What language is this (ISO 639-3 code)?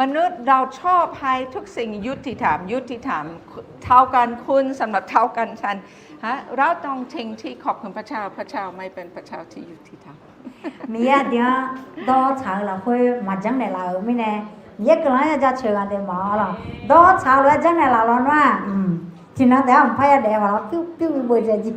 ahk